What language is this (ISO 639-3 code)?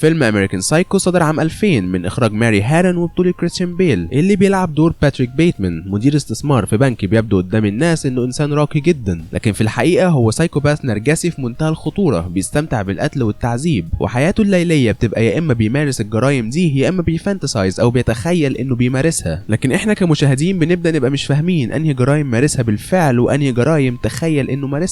arz